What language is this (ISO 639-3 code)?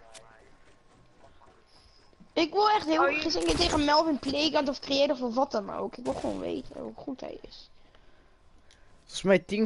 nld